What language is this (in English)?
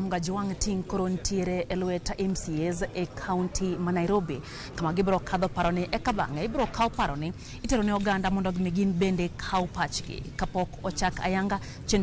Luo (Kenya and Tanzania)